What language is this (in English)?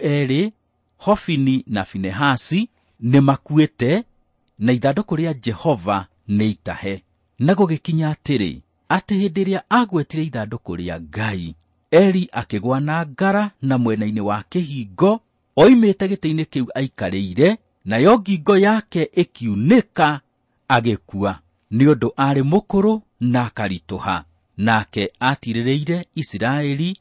Kikuyu